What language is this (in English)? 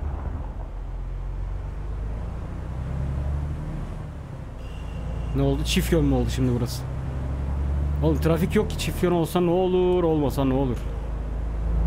Turkish